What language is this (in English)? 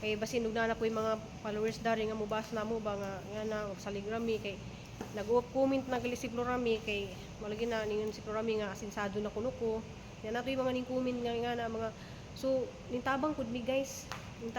Cebuano